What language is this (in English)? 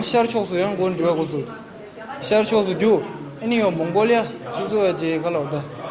Tibetan